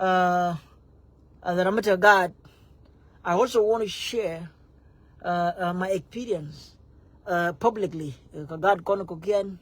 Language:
Nuer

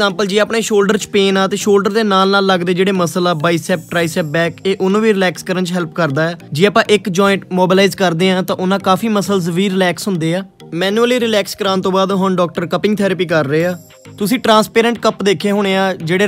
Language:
Punjabi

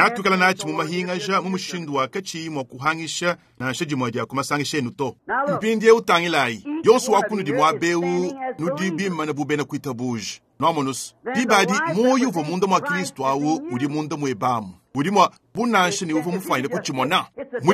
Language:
Luba-Lulua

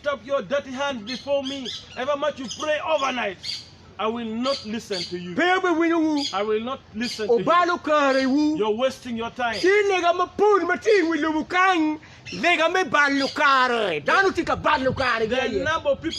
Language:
Acoli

